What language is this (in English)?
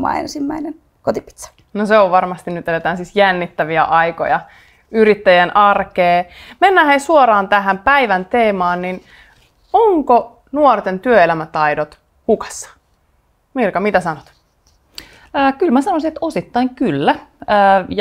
Finnish